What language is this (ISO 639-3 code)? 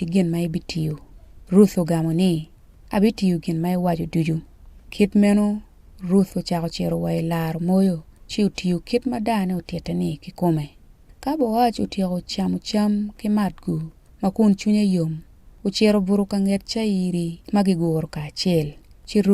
ach